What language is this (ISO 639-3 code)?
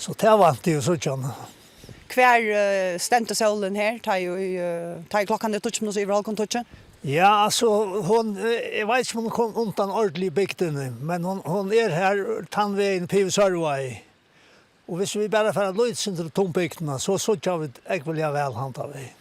fao